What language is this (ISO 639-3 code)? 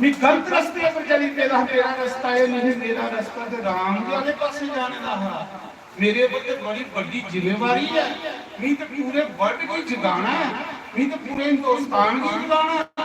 doi